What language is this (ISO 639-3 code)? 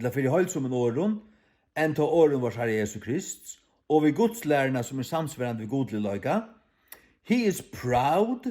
fao